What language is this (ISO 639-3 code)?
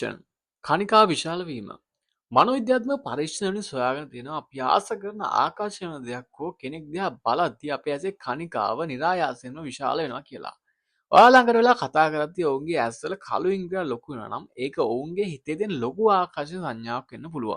sin